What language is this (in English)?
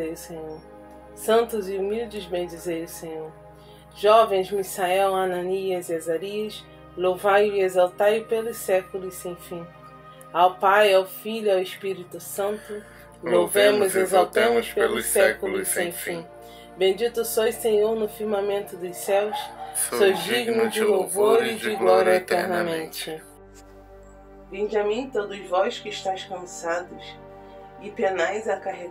Portuguese